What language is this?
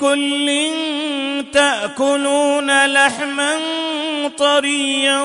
Western Panjabi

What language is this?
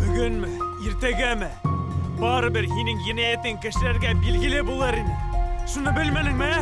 Bashkir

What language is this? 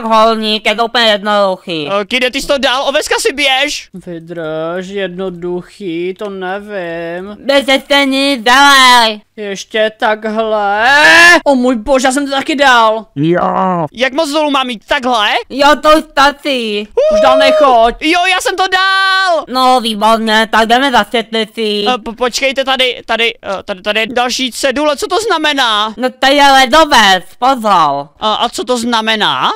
Czech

